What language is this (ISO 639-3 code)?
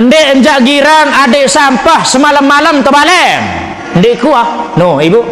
sas